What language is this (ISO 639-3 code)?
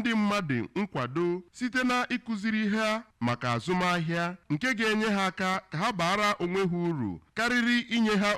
ibo